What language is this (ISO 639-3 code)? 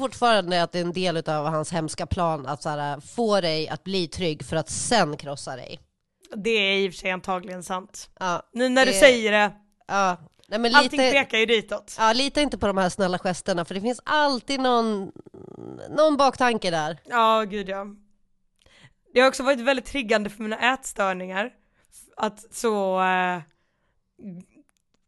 swe